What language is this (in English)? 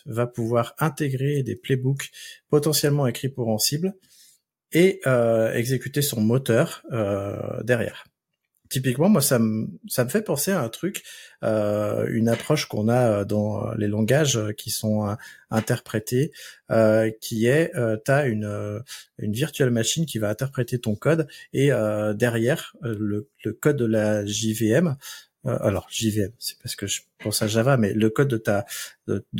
French